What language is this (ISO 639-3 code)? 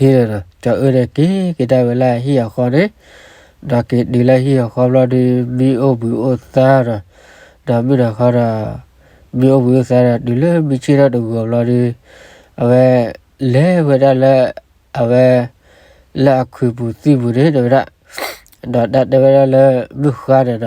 ksw